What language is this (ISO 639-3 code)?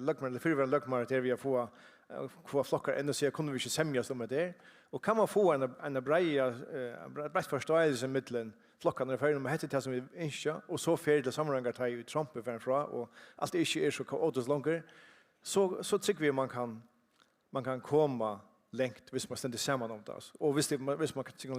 fao